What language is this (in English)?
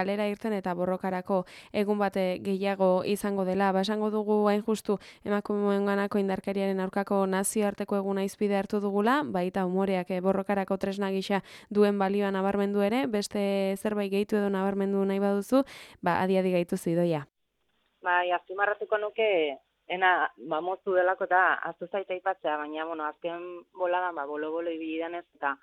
Basque